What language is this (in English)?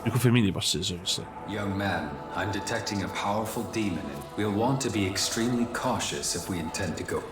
Welsh